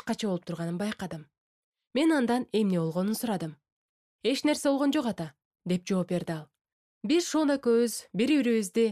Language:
Kyrgyz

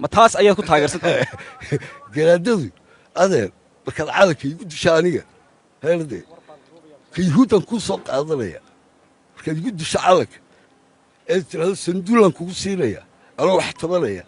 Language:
Somali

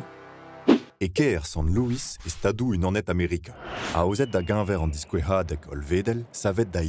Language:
Breton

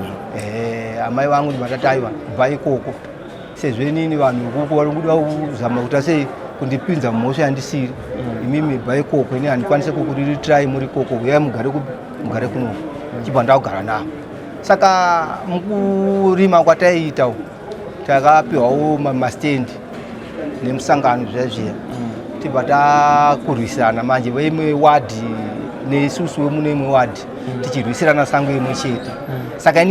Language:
Shona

